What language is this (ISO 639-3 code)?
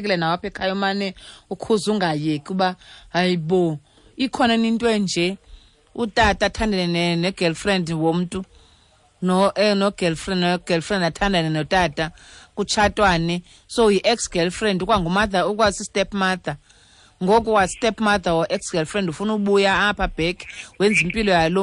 xho